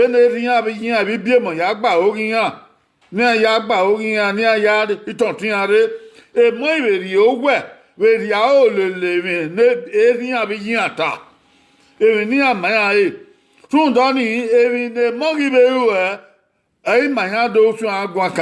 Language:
Bini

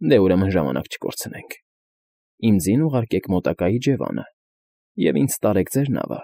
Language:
Armenian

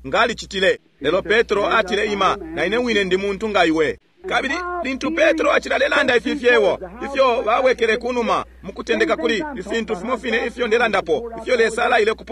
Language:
Bemba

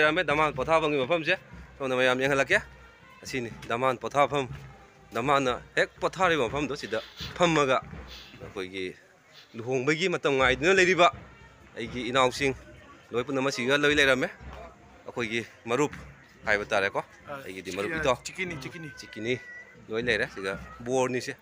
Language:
Manipuri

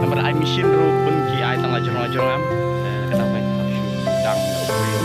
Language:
Khasi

